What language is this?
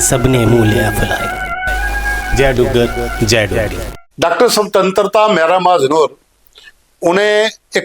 Dogri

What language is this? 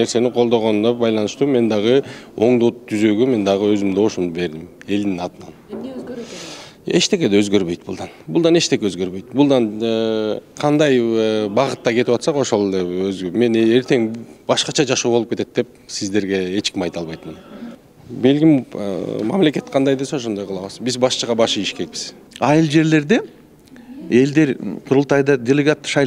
Kyrgyz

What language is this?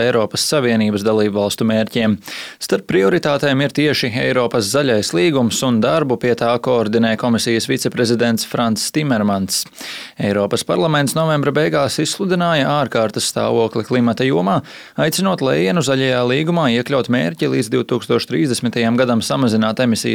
Latvian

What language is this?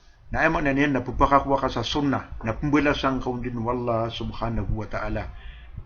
Maranao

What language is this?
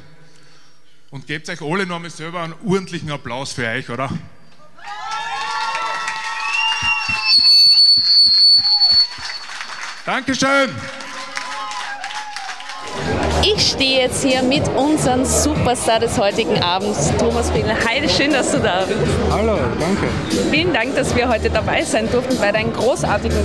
German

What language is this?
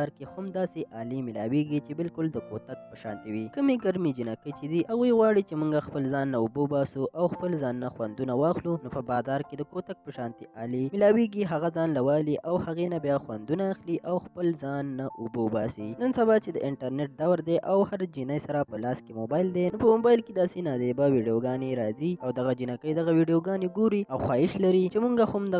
Pashto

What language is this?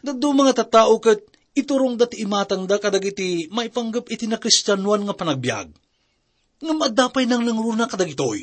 Iloko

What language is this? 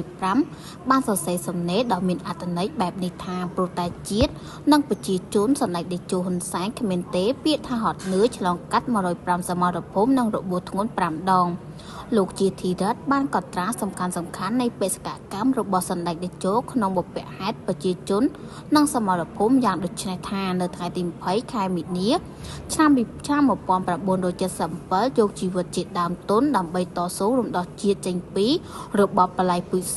Khmer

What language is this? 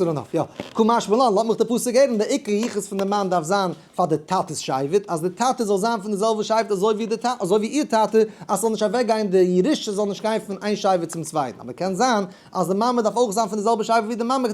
Yiddish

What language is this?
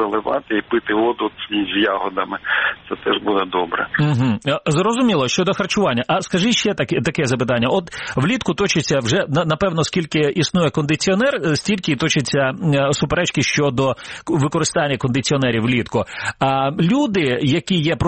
Ukrainian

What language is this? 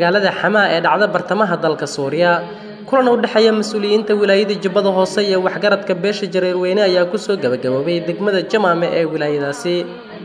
Somali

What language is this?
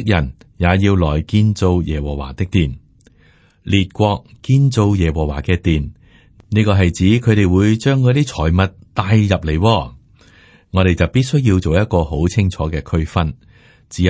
Cantonese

